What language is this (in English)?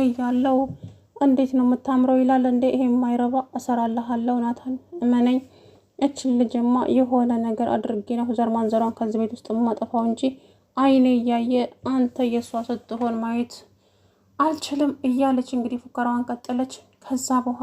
Amharic